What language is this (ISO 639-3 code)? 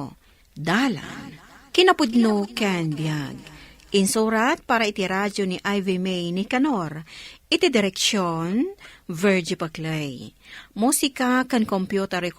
ilo